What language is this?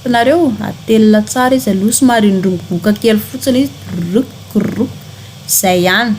Malagasy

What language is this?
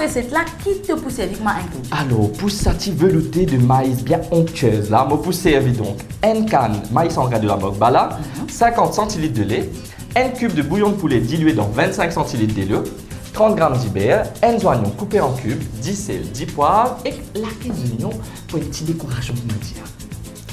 Morisyen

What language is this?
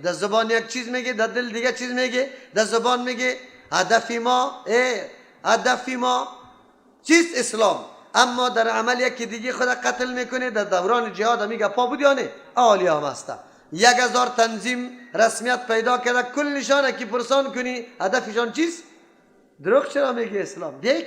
Persian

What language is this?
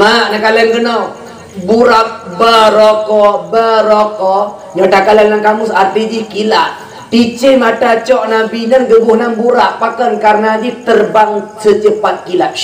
Achinese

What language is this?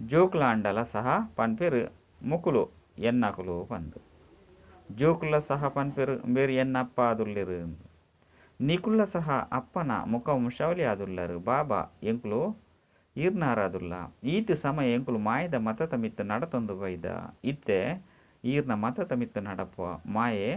Tulu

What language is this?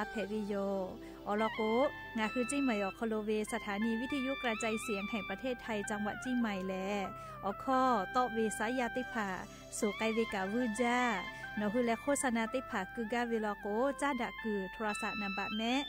Lahu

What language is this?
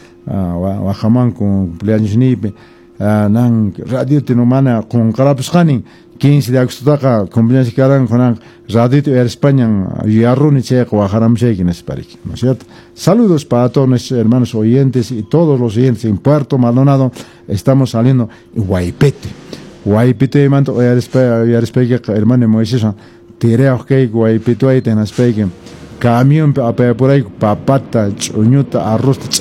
Quechua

